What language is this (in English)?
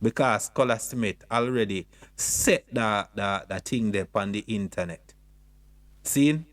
Jamaican Creole English